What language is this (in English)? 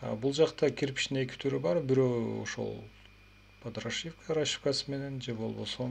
Kyrgyz